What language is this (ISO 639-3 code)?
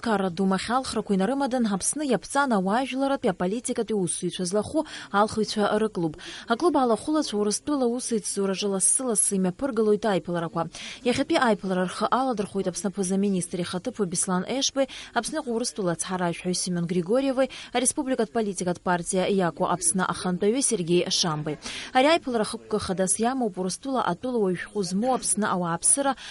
abk